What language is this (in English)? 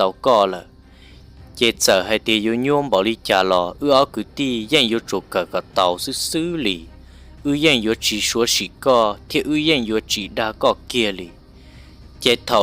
Hmong